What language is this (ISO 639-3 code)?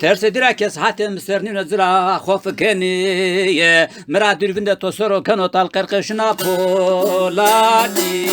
zza